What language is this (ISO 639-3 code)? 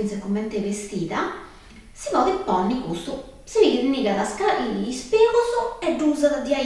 srd